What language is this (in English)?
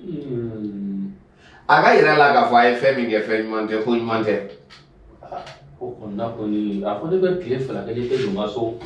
Bambara